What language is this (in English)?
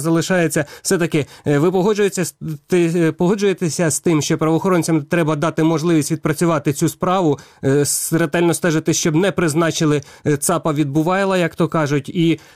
Ukrainian